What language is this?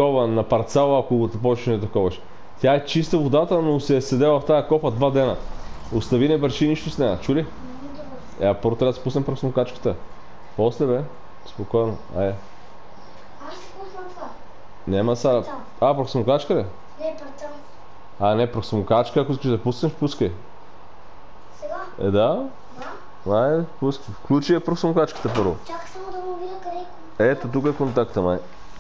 Bulgarian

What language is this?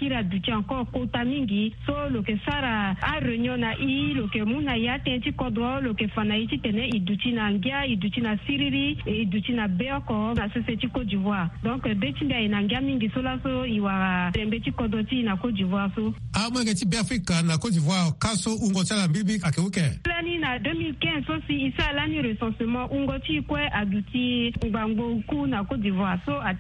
Sango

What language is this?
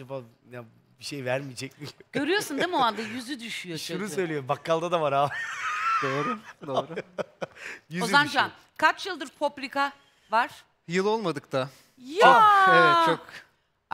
Turkish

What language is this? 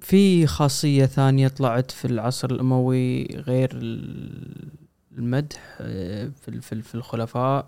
Gulf Arabic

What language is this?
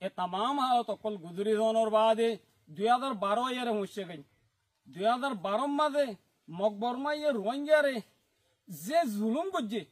Rohingya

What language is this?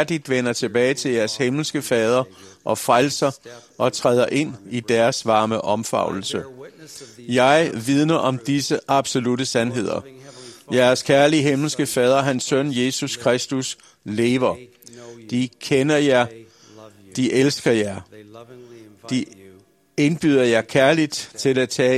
Danish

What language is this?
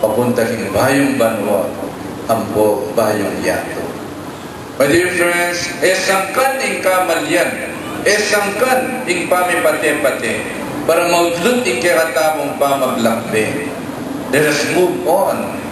Pampanga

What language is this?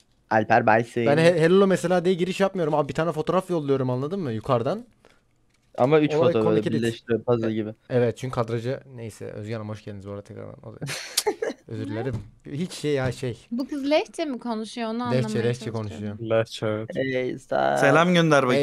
Turkish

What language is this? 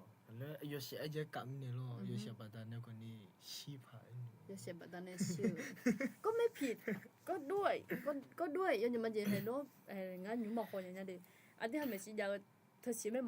Akha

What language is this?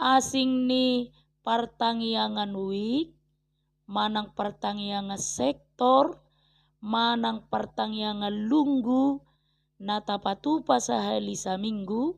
Batak Toba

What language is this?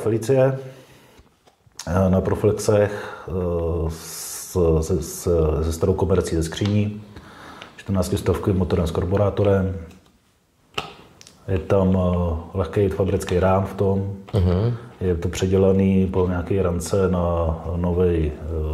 Czech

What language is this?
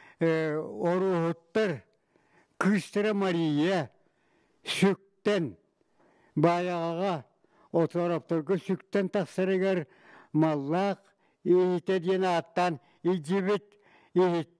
Yakut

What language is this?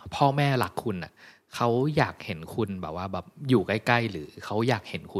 Thai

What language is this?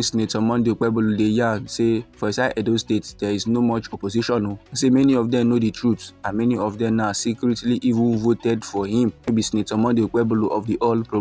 Nigerian Pidgin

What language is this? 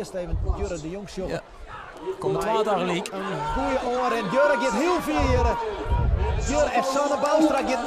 Western Frisian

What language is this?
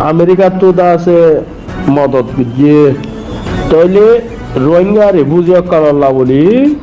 Rohingya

